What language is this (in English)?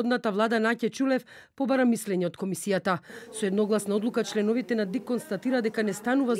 Macedonian